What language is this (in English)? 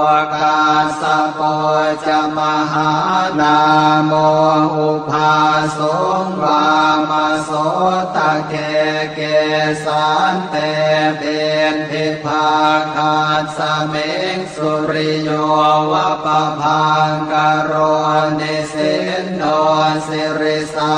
Pali